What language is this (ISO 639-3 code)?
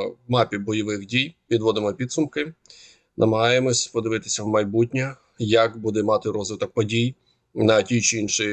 ukr